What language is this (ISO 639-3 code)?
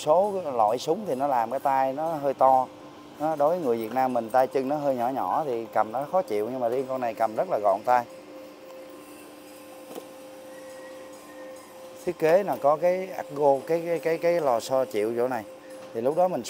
vie